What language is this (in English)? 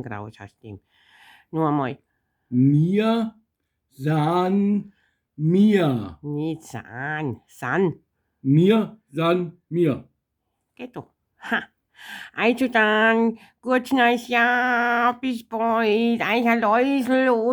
Bavarian